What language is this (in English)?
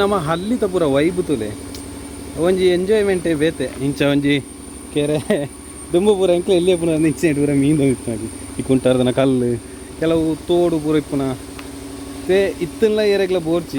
Tulu